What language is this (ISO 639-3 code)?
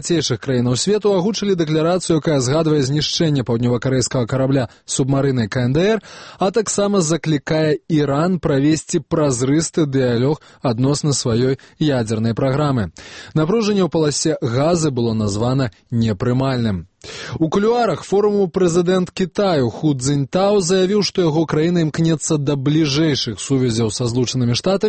bel